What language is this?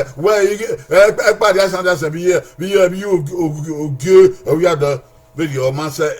Bini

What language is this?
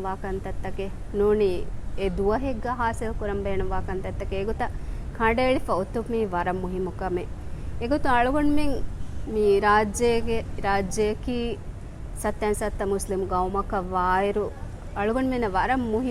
Divehi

